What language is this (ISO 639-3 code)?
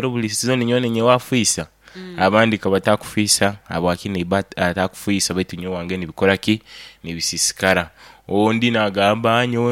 nyo